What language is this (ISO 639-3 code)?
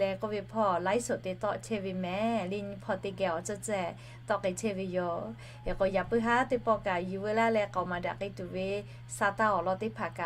lhu